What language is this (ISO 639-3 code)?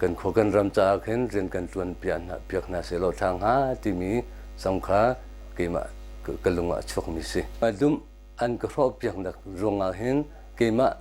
cnh